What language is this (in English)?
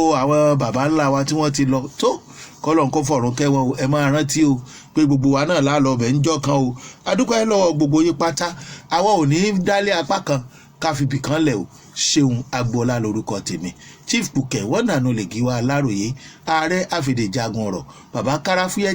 Yoruba